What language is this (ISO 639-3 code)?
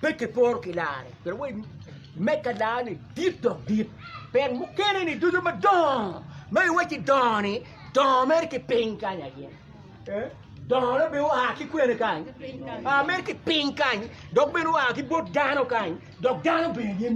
ach